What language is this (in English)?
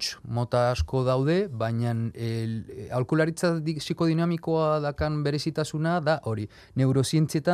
Basque